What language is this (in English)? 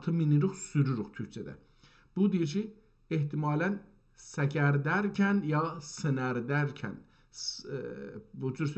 South Azerbaijani